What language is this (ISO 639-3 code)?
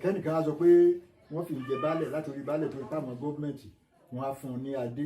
yor